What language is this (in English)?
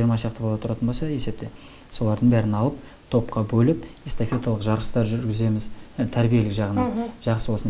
Kazakh